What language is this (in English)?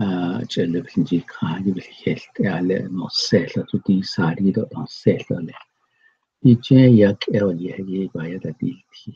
Navajo